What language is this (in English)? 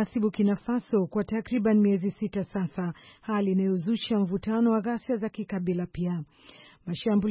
Swahili